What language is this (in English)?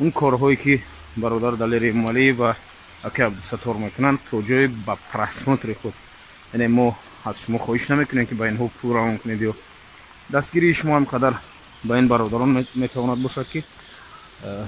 Tajik